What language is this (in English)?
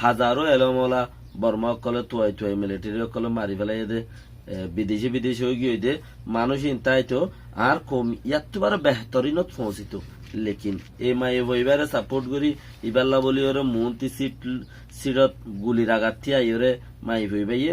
Rohingya